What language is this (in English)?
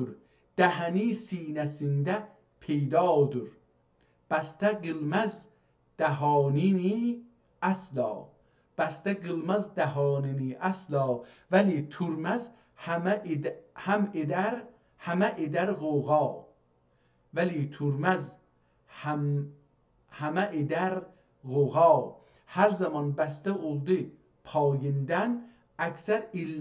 South Azerbaijani